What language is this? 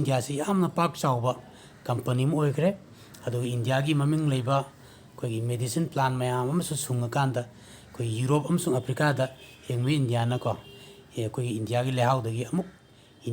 Manipuri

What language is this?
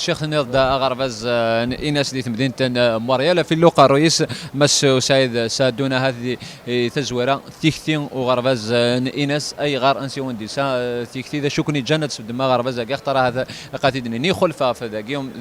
Kabyle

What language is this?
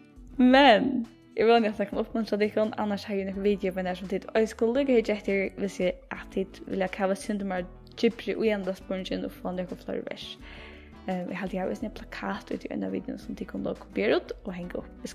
Faroese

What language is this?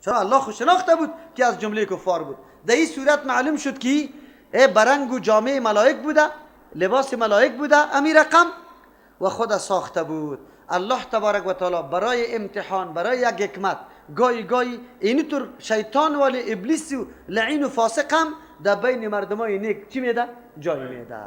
Persian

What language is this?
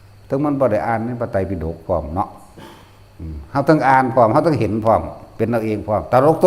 Northeastern Thai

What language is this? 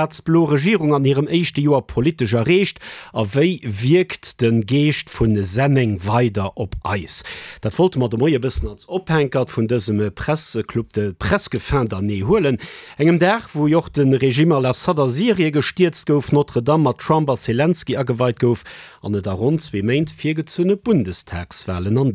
Luxembourgish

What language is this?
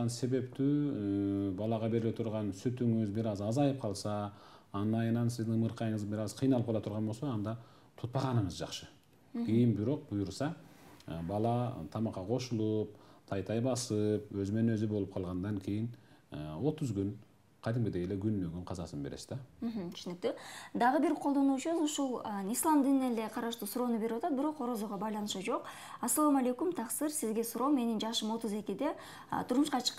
Kyrgyz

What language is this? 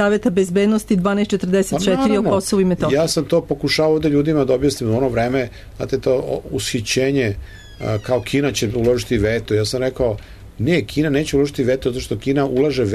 Serbian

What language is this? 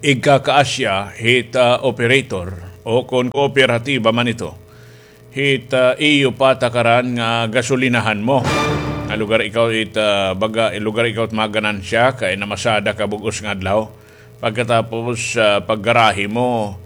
Waray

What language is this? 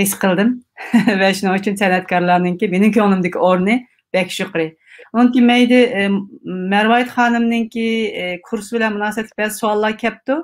Uyghur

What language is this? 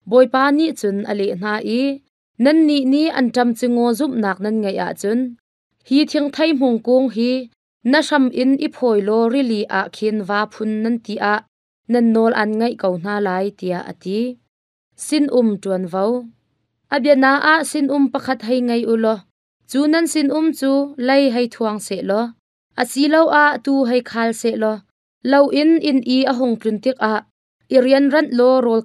Hakha Chin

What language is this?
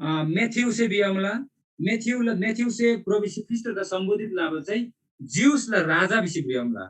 Eastern Tamang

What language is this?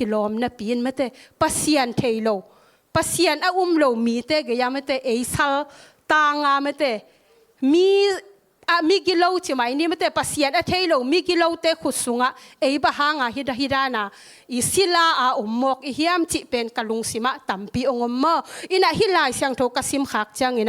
Tedim Chin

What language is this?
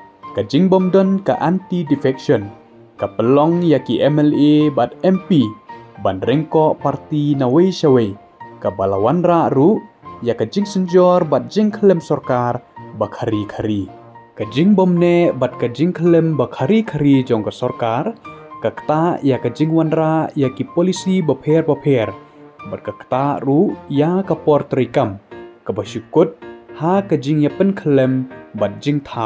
Khasi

